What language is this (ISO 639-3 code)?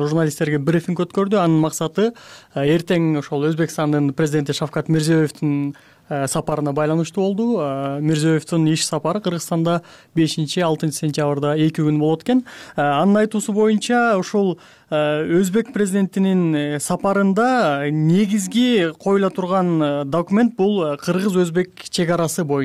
kir